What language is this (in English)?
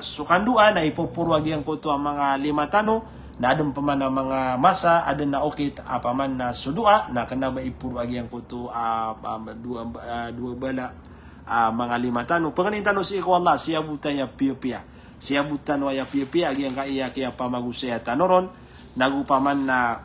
Maranao